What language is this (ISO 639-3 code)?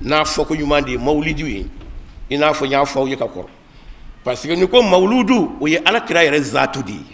bam